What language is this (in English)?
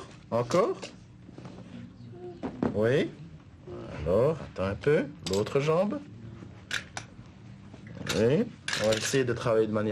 French